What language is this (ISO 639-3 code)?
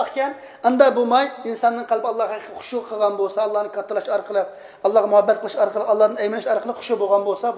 uig